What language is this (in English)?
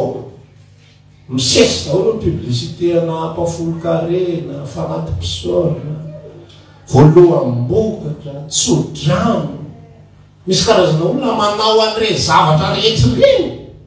Malagasy